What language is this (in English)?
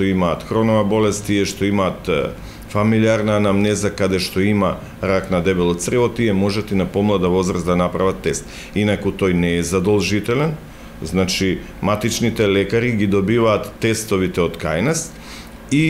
Macedonian